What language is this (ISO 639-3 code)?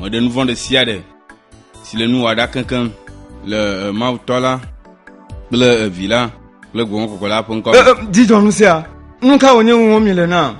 ewe